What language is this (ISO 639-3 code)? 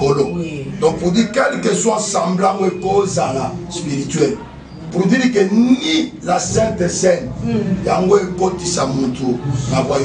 lin